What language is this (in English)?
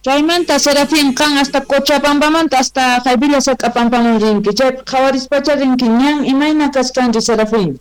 South Bolivian Quechua